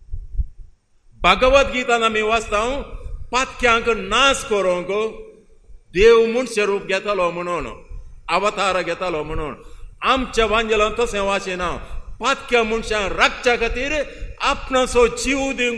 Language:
Konkani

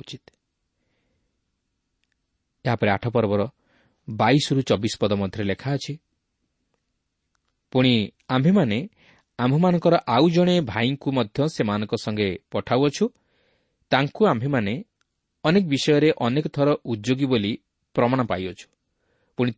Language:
Odia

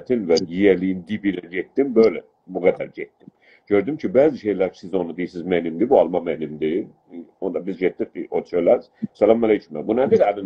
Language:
South Azerbaijani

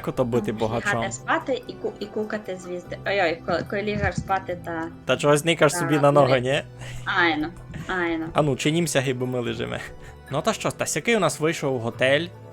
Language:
Rusyn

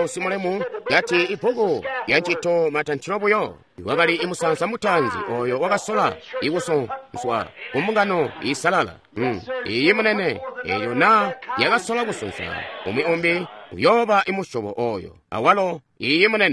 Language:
Tonga (Zambia)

